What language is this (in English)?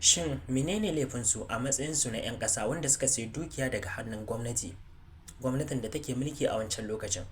Hausa